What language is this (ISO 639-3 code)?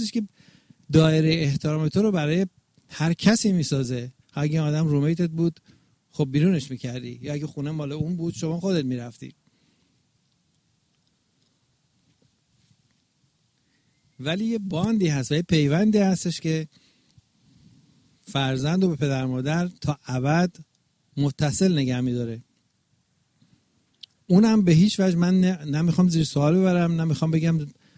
fas